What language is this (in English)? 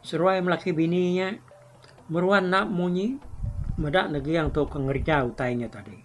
Iban